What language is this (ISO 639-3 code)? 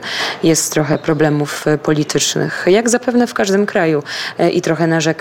pol